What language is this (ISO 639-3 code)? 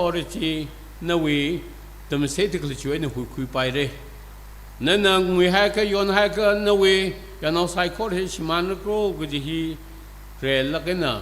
nmf